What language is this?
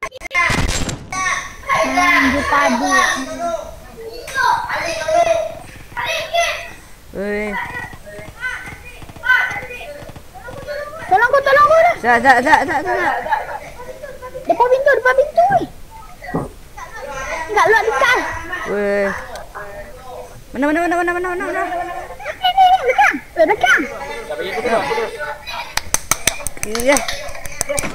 Malay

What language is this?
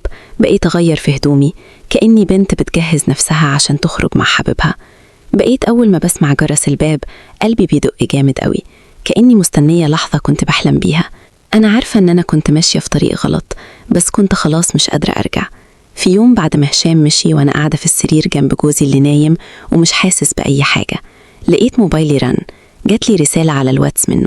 Egyptian Arabic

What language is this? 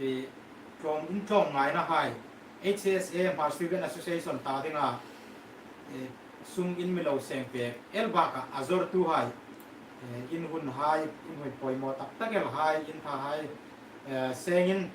Hmar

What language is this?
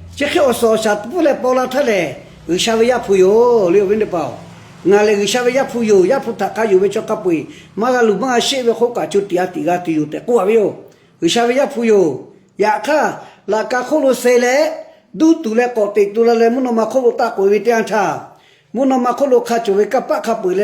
Lahu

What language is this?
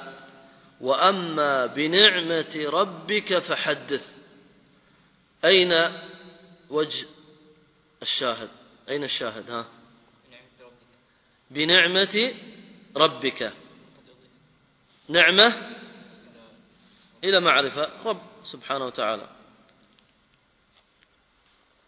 Arabic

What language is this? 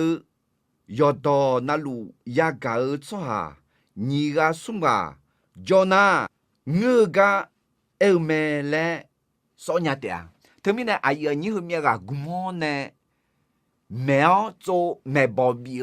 Akha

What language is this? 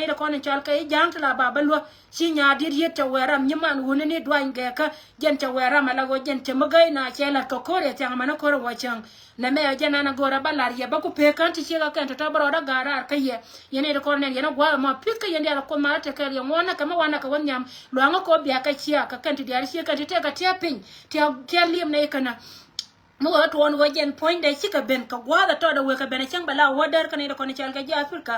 Nuer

